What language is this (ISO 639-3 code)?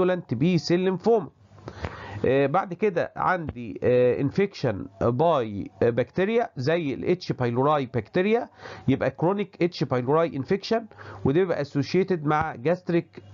arz